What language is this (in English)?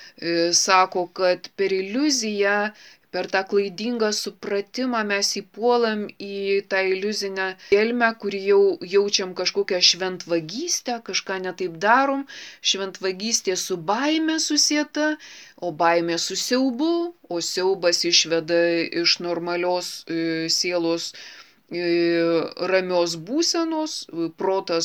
Lithuanian